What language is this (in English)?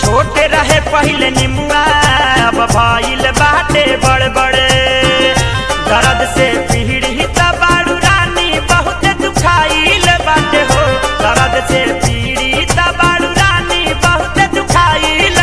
Bhojpuri